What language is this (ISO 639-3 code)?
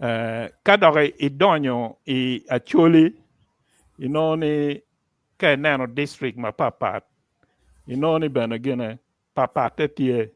ach